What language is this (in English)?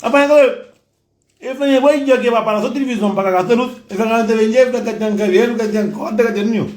Kabuverdianu